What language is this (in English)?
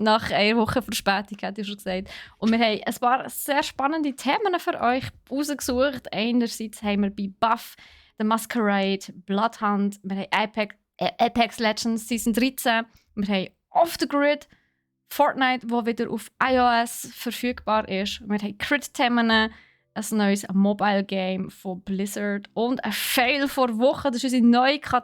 Swiss German